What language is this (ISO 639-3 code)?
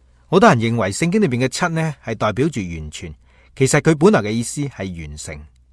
yue